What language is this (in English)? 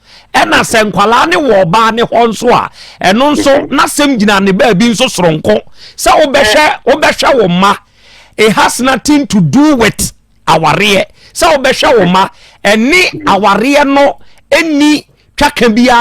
Akan